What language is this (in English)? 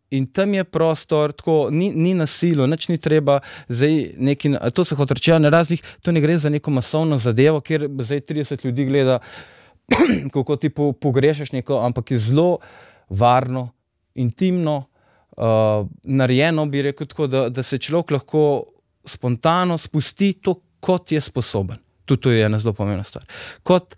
Slovenian